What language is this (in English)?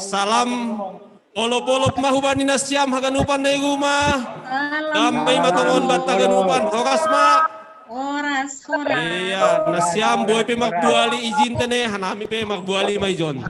Batak Simalungun